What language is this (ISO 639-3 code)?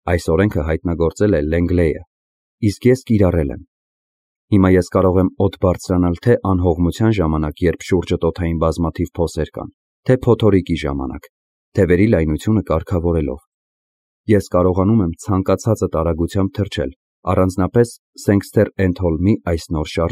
hye